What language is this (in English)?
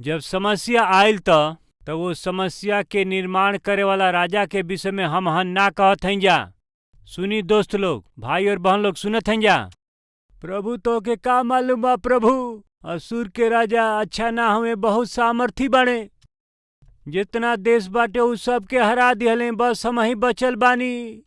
Bhojpuri